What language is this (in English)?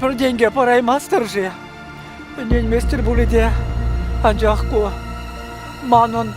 Chuvash